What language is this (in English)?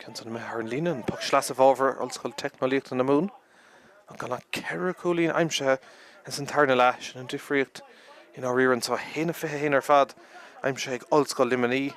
Irish